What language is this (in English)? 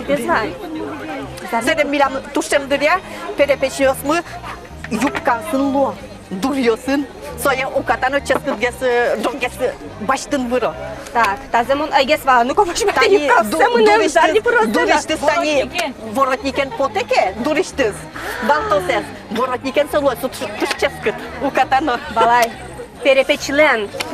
Udmurt